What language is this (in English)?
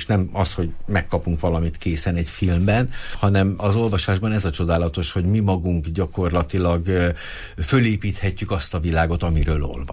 Hungarian